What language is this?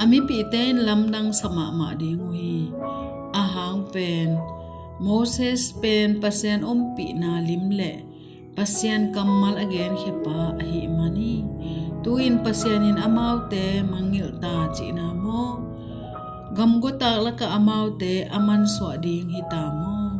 Tedim Chin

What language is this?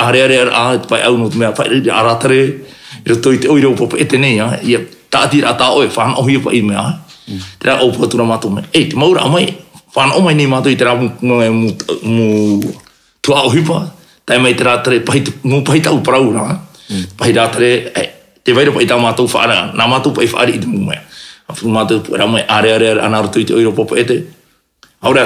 Tahitian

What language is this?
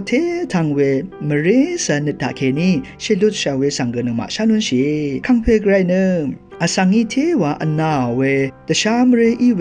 Rawang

